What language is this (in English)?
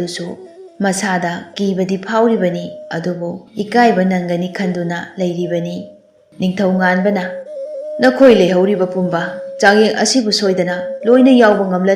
Manipuri